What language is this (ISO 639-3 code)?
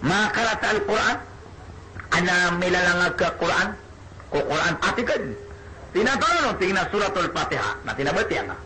mrw